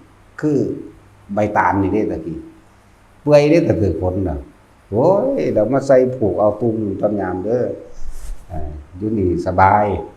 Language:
Northeastern Thai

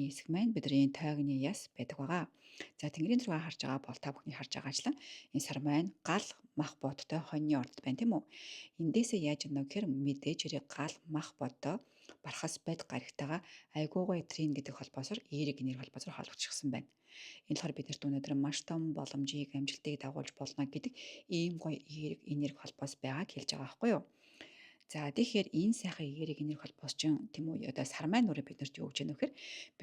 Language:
Mongolian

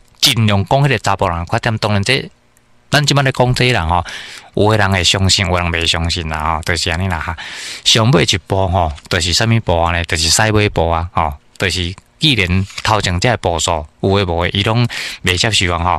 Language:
Min Nan Chinese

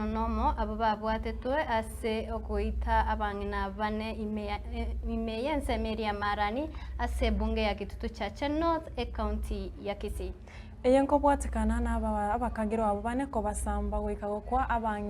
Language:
Gusii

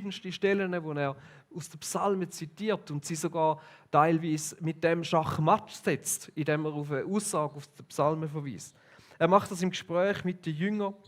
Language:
Swiss German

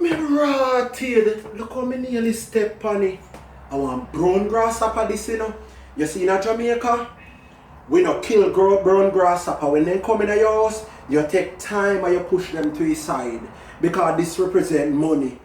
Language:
Jamaican Creole English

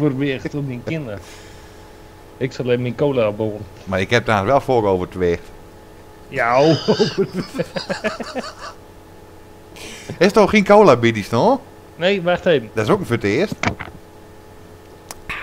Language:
Dutch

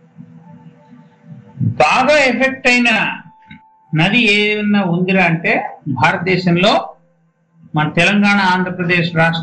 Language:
Telugu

